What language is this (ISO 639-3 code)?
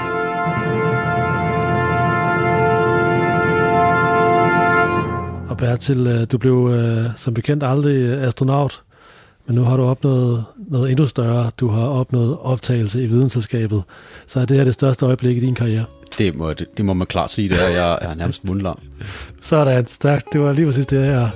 dan